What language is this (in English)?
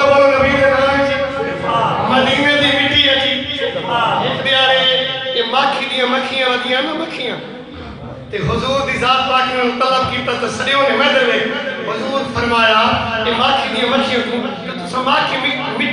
Saraiki